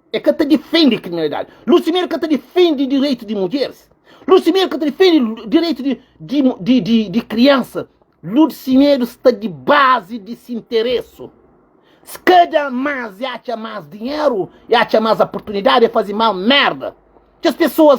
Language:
Kabuverdianu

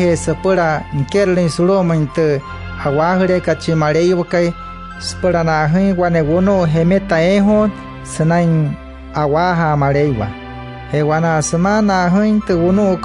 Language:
Wayuu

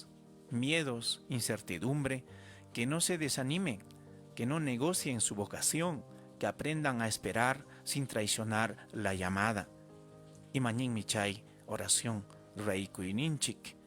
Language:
Ayacucho Quechua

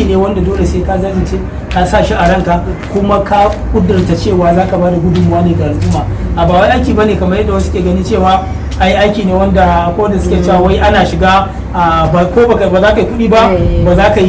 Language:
Hausa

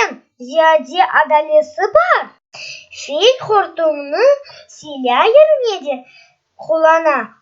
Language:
Crimean Tatar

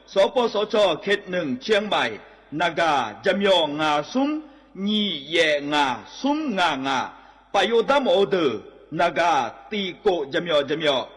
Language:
Akha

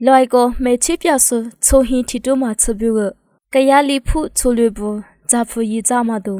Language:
Lisu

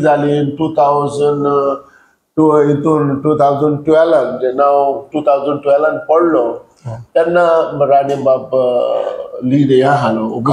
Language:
Konkani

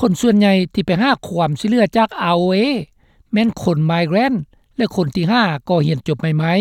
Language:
Lao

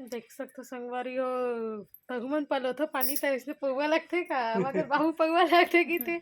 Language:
Chhattisgarhi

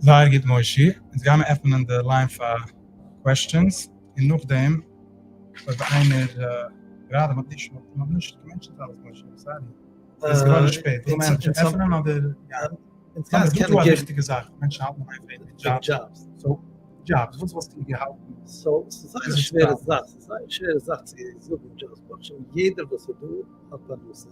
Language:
Yiddish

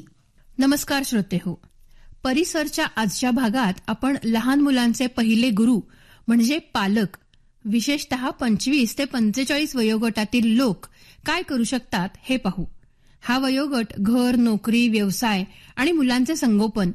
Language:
Marathi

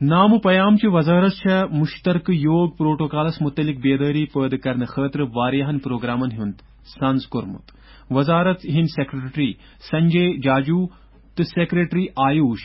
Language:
Kashmiri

